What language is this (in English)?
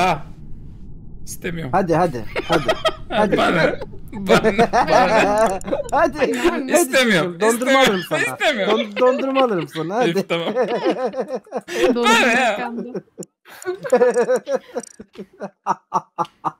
Turkish